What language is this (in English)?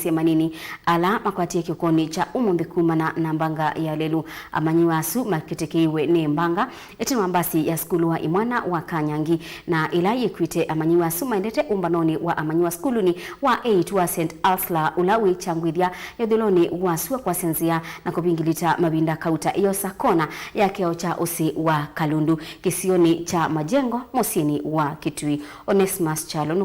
Kamba